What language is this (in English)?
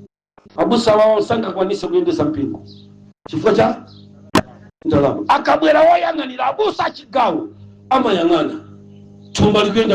Nyanja